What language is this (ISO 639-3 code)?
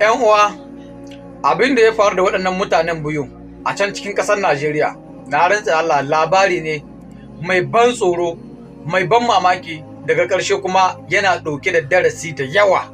hau